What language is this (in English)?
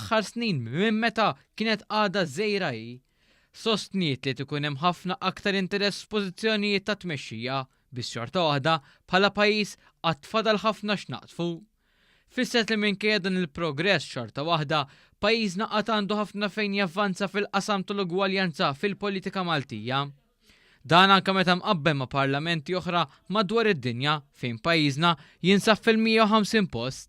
Maltese